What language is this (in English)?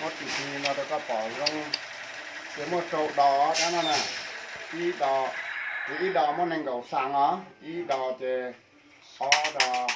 Hmong